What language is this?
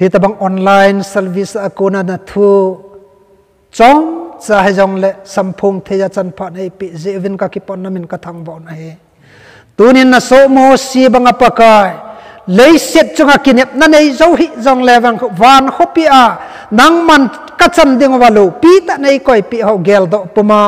Thado Chin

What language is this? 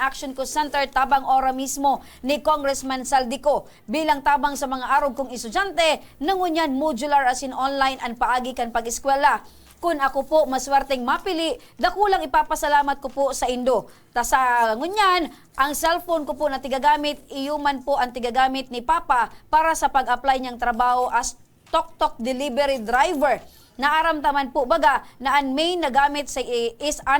Bikol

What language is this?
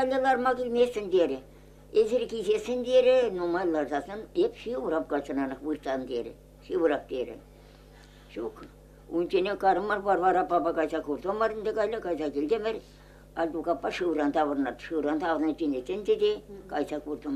Chuvash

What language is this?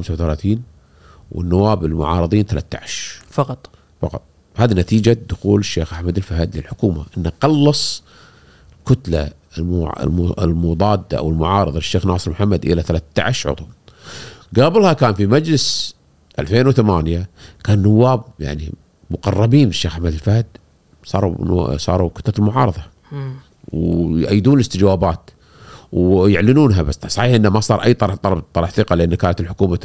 Gulf Arabic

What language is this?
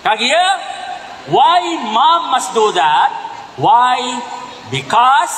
Maranao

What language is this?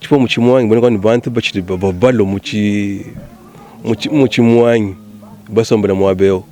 Luba-Lulua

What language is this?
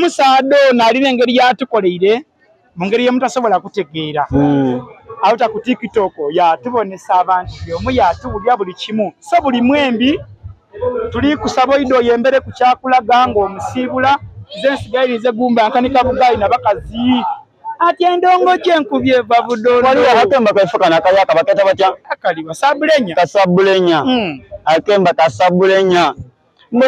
Soga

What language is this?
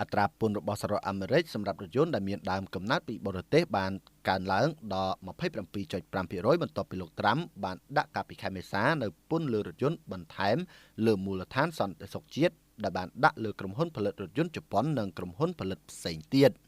Khmer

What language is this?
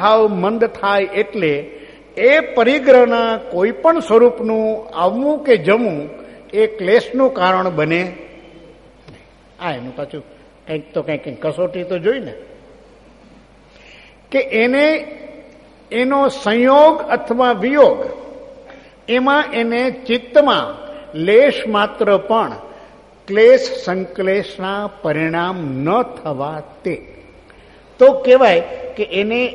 Gujarati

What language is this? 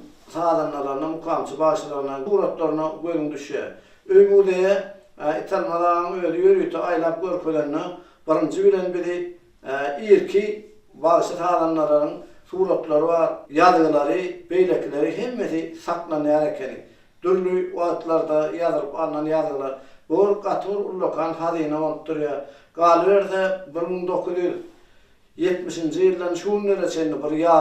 Turkmen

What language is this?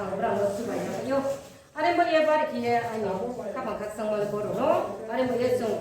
Riang (India)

